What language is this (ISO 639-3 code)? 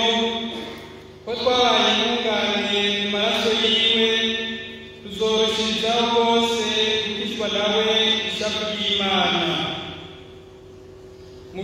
run